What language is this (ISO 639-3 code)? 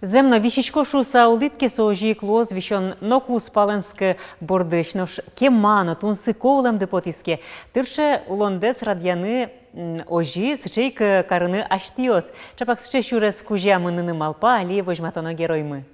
udm